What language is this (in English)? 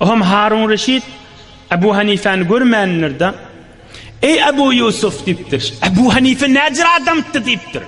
Turkmen